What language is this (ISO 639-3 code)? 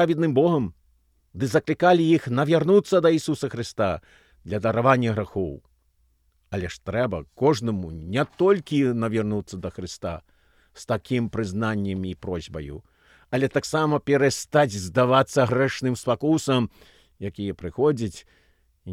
bel